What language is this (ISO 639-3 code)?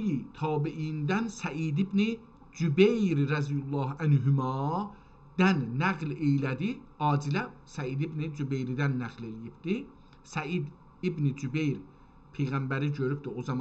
azb